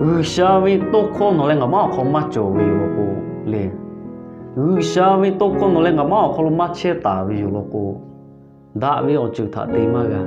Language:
Lahu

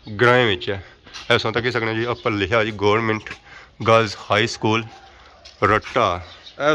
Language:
Pahari-Potwari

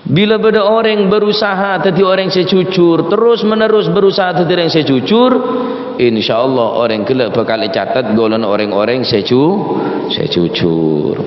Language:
Madurese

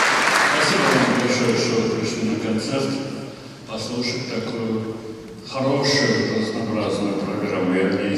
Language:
Russian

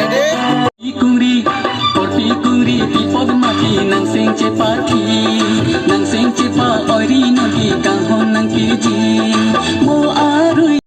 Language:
Karbi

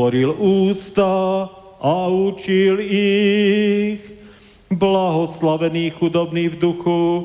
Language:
Slovak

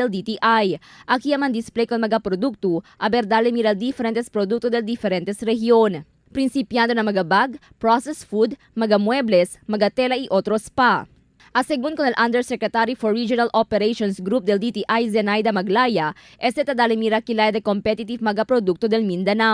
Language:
Chavacano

